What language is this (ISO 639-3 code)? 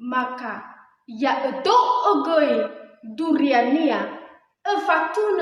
nia